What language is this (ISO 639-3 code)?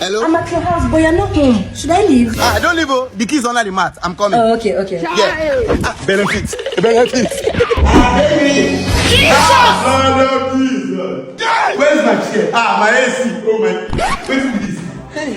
pcm